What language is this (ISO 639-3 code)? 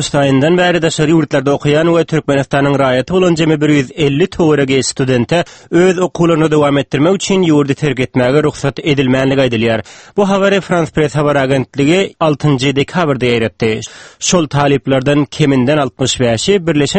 tuk